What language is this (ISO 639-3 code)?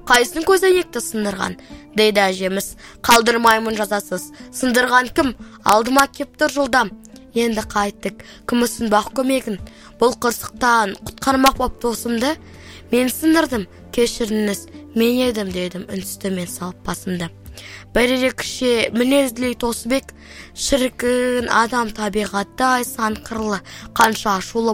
kaz